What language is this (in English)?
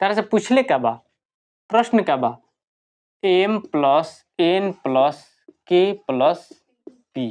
Bhojpuri